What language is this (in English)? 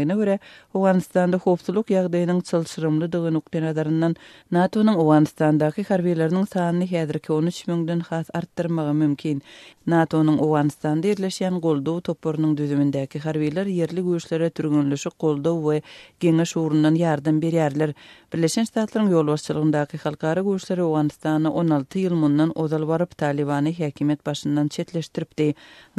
Turkmen